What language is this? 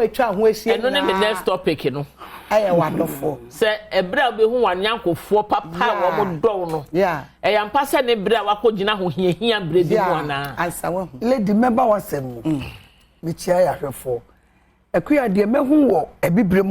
Akan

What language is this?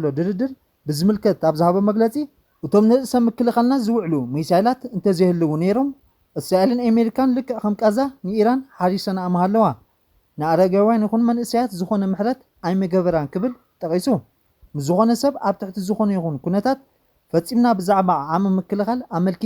Tigrinya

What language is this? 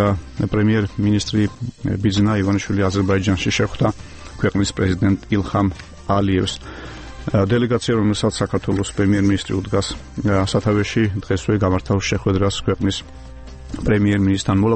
Georgian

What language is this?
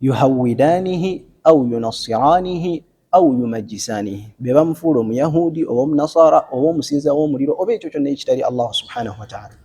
Ganda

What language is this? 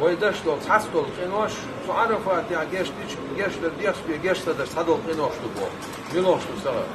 Chechen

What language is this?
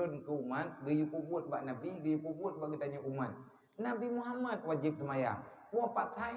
Achinese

